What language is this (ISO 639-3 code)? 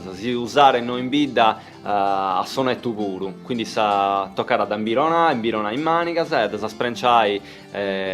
srd